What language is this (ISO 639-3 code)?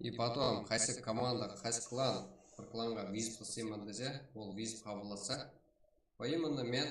kaa